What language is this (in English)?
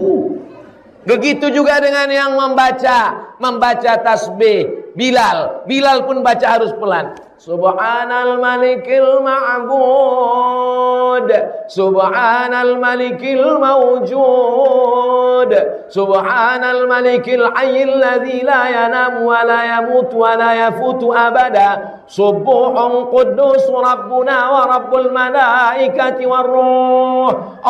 Indonesian